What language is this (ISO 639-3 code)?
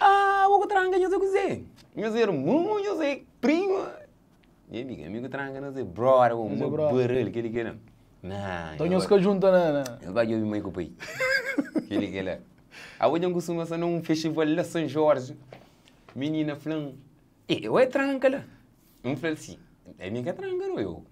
kea